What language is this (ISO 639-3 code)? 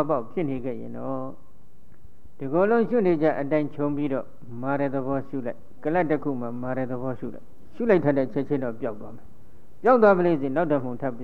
mya